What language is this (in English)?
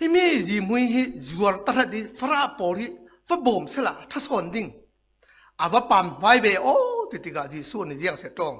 Falam Chin